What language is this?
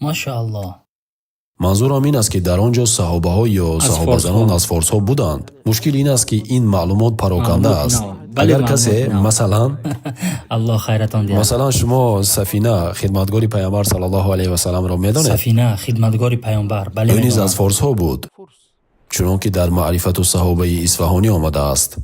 Tajik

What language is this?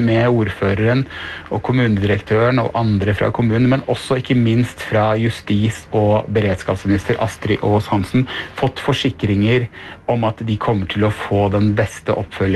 Norwegian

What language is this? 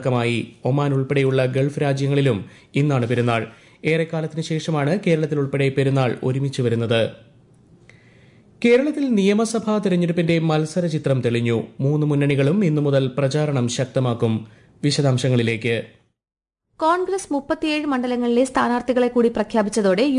Malayalam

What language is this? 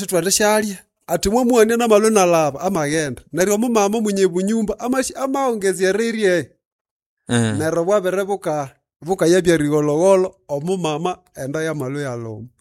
Nande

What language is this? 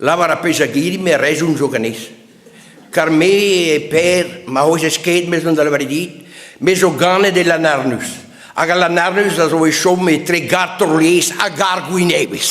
Breton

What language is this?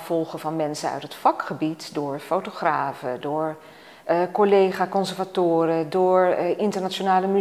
Dutch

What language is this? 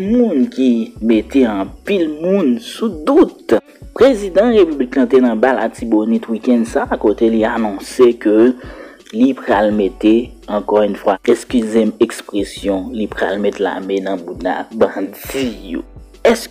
Haitian Creole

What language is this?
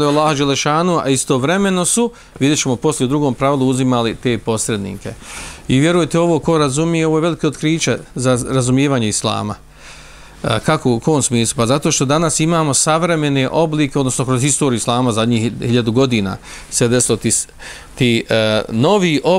Bosnian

